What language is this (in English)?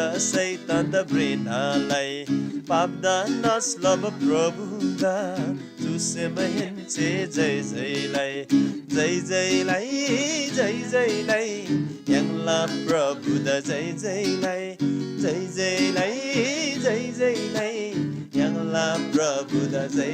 Eastern Tamang